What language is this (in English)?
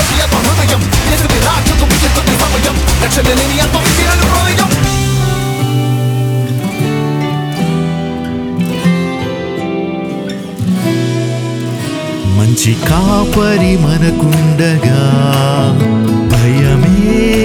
Telugu